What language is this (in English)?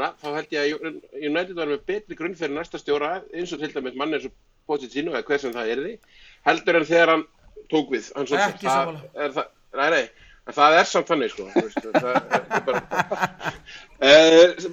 Icelandic